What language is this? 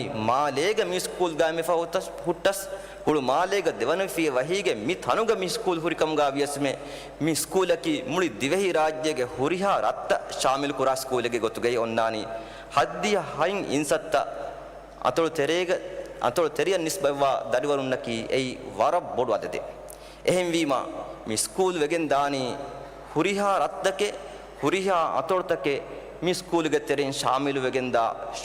Divehi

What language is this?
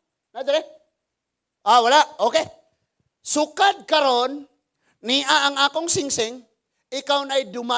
Cebuano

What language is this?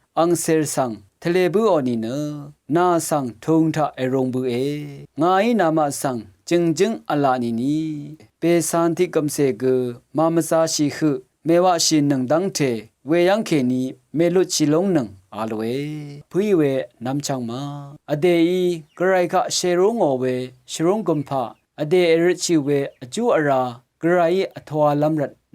Rawang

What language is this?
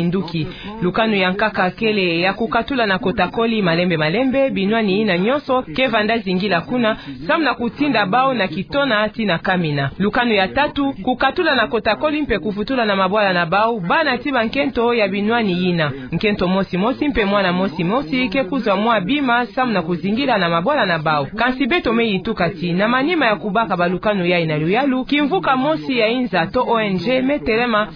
Kituba (Democratic Republic of Congo)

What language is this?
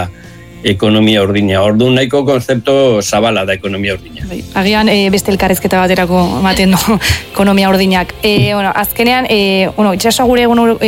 Basque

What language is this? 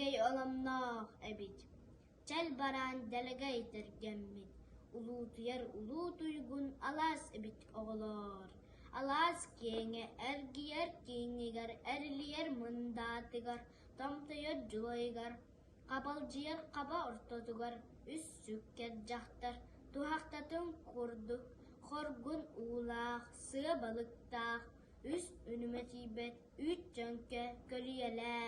Yakut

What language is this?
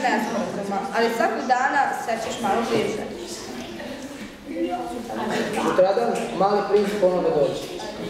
Serbian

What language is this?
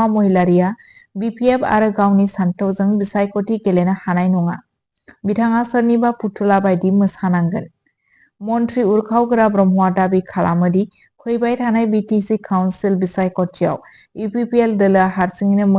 Bodo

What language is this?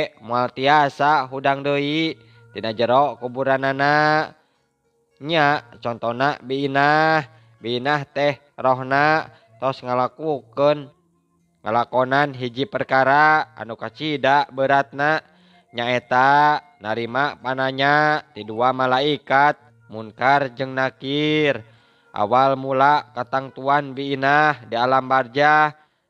Sundanese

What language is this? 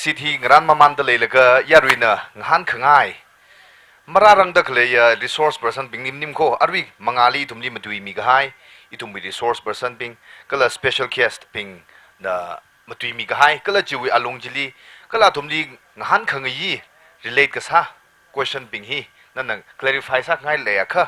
Tangkhul Naga (India)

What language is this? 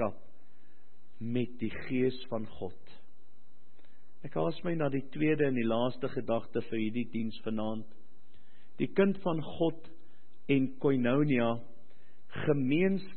Afrikaans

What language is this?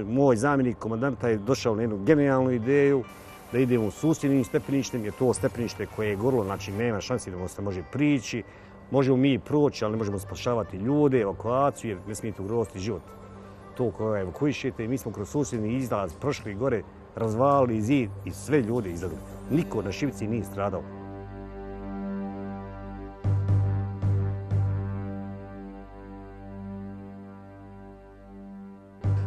Bosnian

